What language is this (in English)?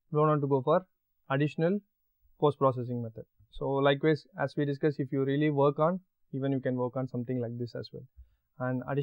English